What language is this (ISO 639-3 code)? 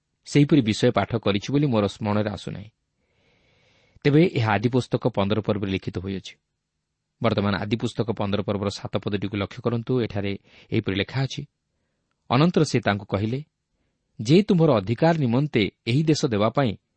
ori